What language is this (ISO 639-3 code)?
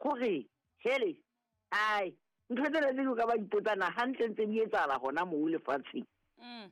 sot